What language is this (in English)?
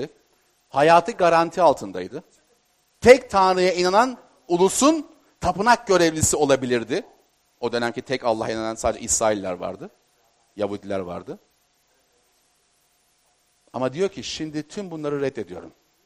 Turkish